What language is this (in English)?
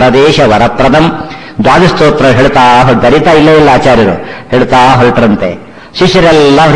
Kannada